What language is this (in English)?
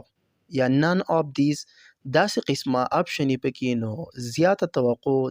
Pashto